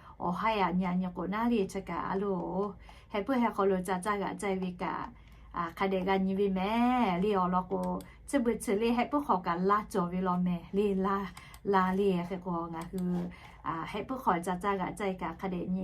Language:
Lahu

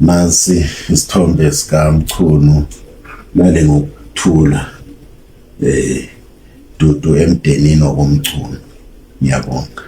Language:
Zulu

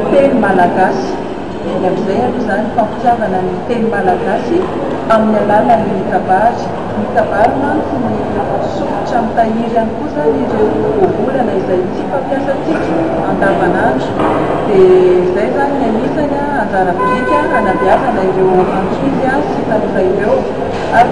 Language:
Malagasy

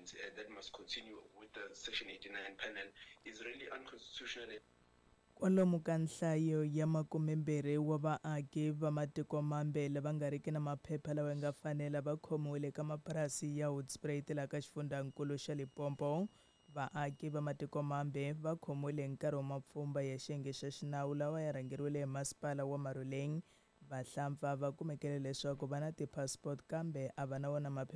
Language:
Tsonga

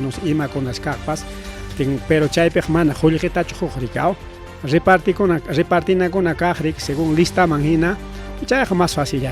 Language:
Ayacucho Quechua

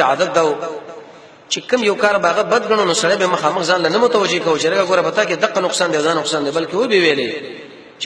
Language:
Pashto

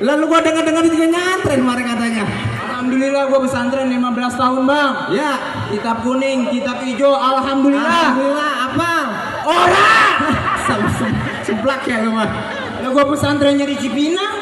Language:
Betawi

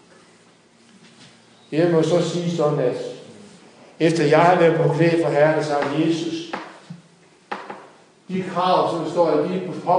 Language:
Danish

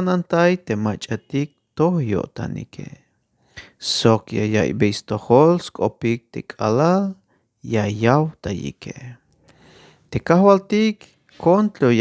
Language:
Tzeltal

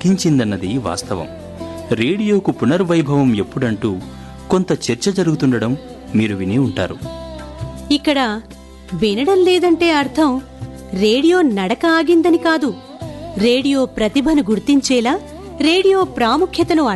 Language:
Telugu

